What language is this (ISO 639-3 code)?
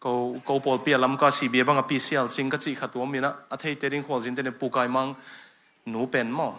ctd